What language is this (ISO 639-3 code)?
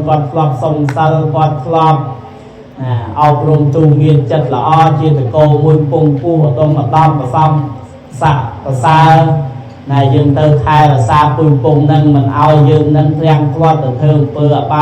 khm